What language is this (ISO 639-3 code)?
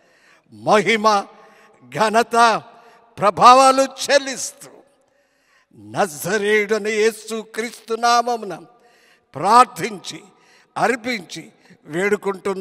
tel